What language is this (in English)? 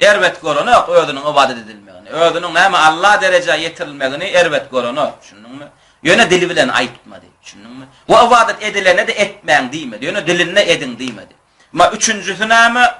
Turkmen